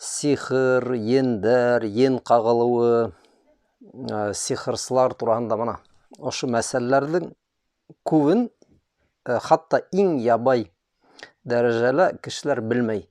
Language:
Bashkir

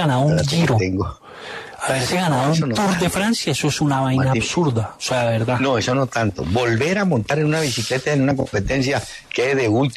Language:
Spanish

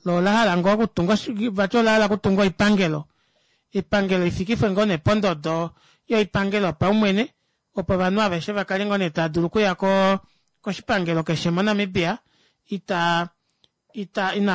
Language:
Kuanyama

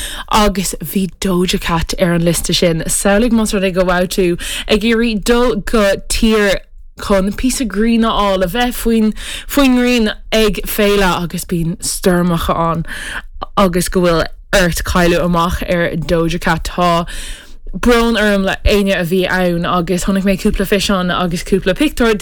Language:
Irish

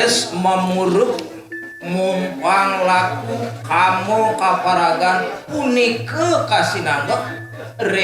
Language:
Balinese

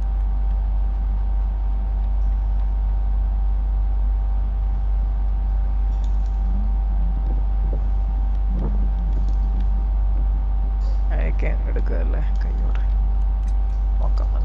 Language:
Malayalam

